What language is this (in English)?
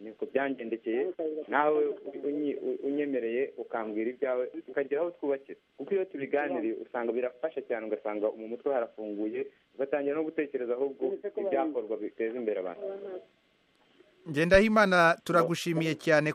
Kinyarwanda